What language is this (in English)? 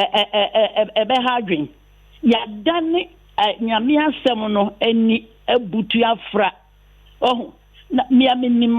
Akan